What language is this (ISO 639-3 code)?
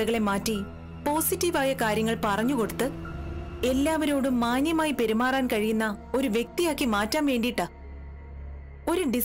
mal